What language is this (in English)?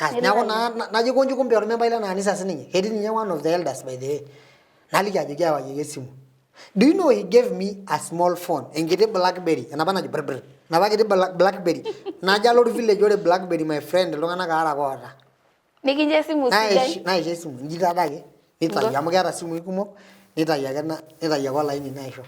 Masai